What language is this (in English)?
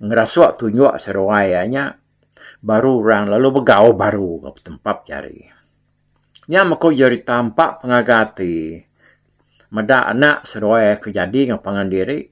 Iban